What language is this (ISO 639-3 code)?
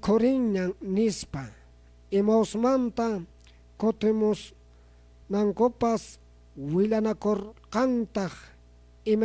que